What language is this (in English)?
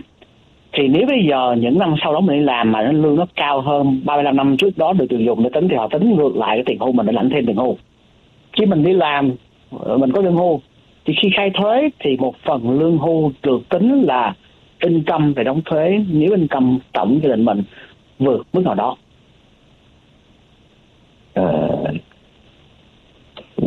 Vietnamese